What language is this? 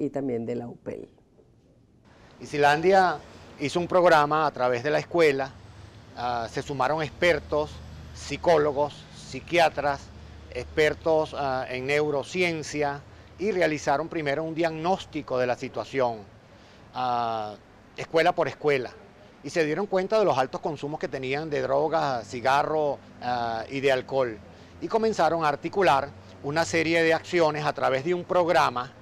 Spanish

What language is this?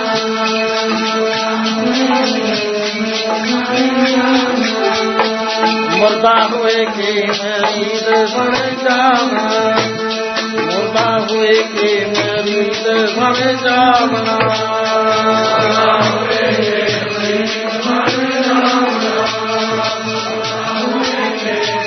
Punjabi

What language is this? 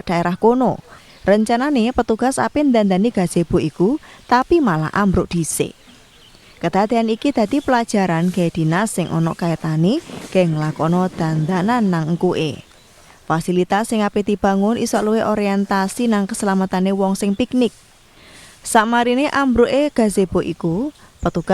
Javanese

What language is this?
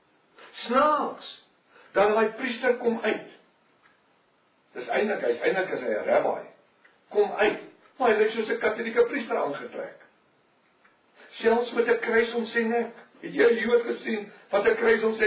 Afrikaans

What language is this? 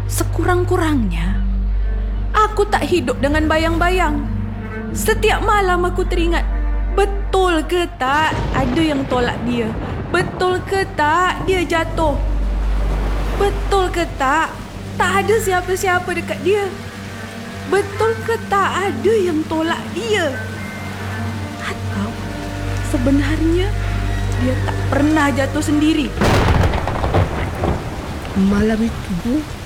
Malay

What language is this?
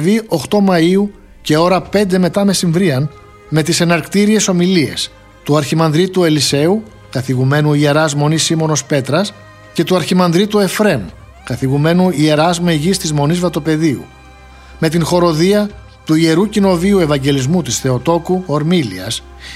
Greek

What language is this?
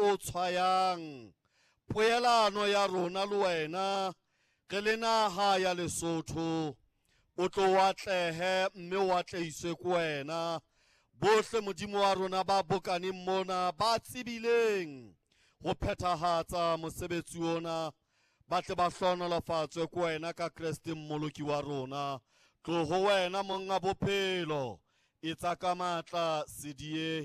Southern Sotho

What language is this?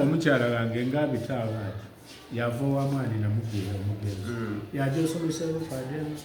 Soga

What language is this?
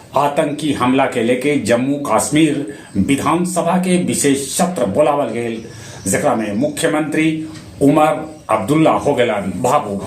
Magahi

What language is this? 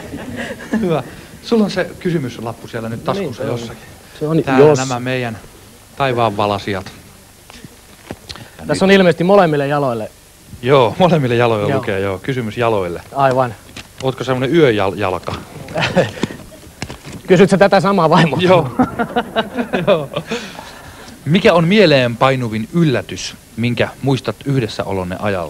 Finnish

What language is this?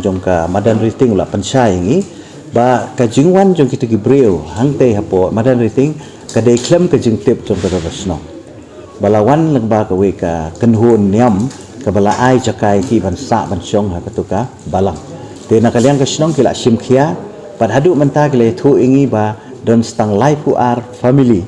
Khasi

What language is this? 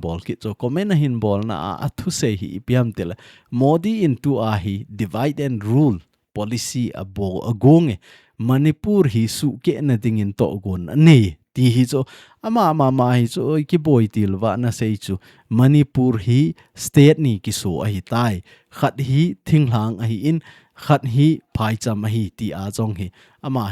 Thado Chin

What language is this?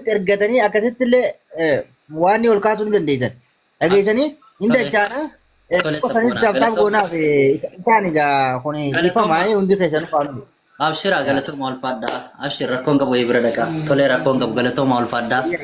Oromo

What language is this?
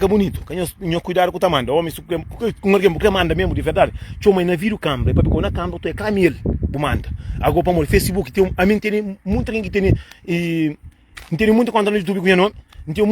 Kabuverdianu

